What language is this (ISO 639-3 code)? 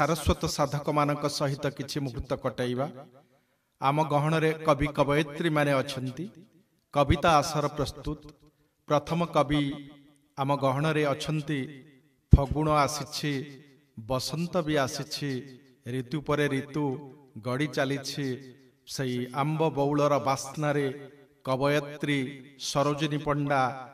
ori